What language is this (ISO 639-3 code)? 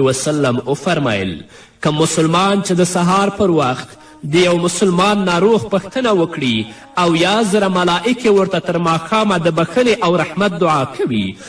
pus